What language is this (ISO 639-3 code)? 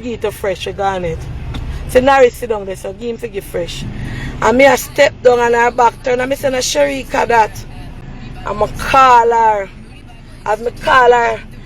jam